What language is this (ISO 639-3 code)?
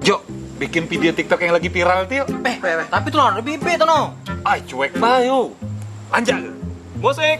mui